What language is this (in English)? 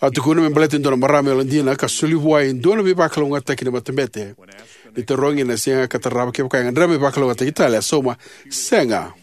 Fijian